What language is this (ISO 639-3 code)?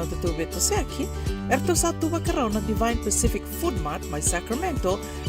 fij